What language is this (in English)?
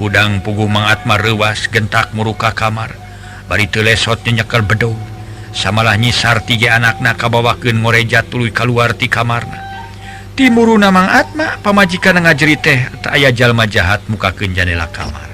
Sundanese